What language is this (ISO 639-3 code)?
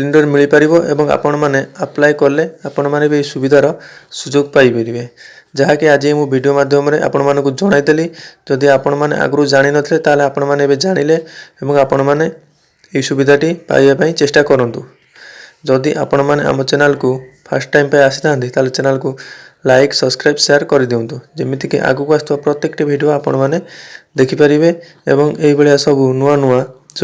ori